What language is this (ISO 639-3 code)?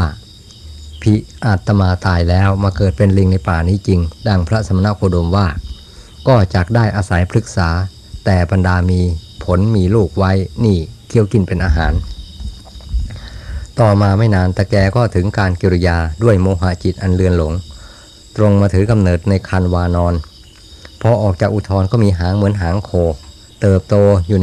tha